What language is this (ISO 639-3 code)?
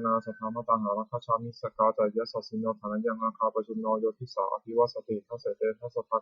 pli